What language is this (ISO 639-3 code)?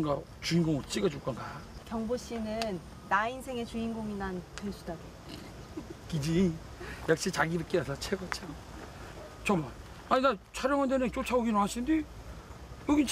kor